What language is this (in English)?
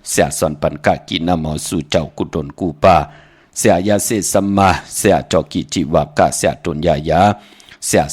Shan